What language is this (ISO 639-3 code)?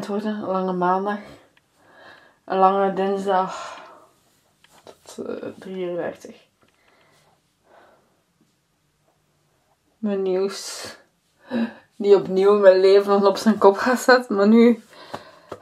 nld